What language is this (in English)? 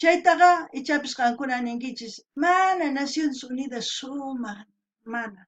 South Bolivian Quechua